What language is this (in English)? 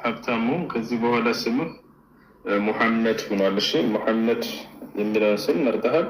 Amharic